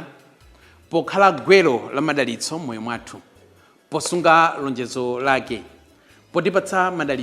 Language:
Nyanja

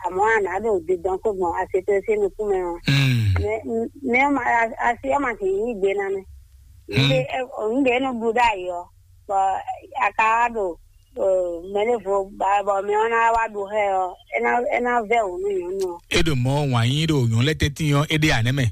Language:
Fon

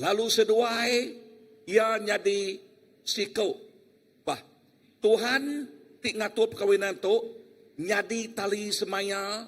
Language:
Iban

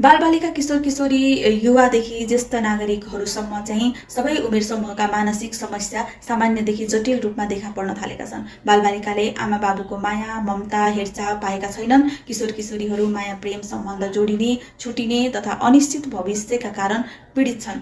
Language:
Nepali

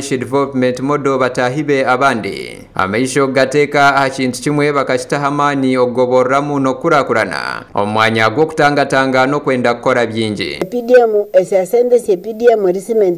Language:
Nyankole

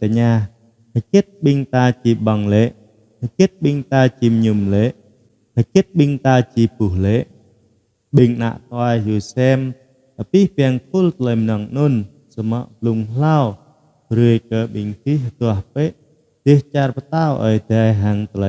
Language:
Jarai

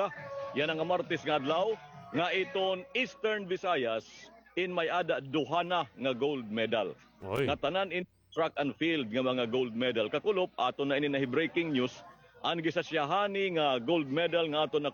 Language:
Waray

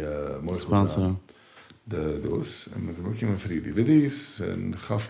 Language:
Yiddish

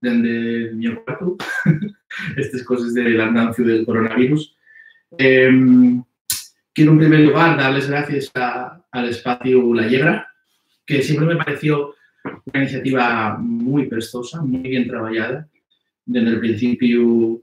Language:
Asturian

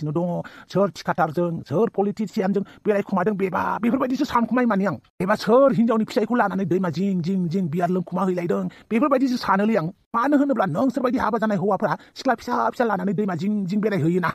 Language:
Bodo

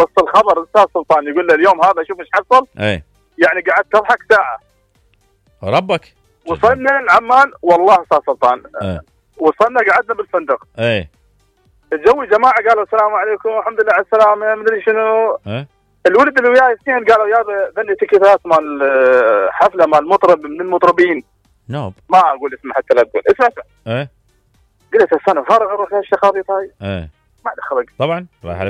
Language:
Mesopotamian Arabic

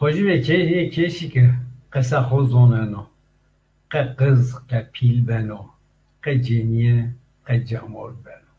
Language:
Zaza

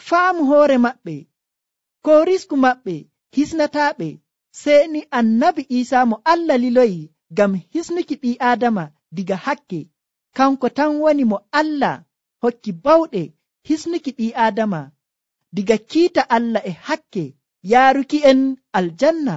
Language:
Nigerian Fulfulde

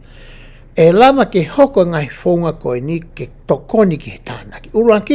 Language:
Tongan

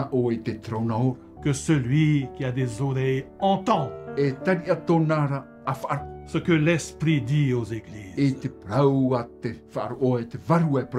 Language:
Tahitian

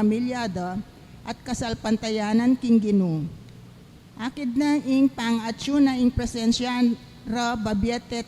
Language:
Pampanga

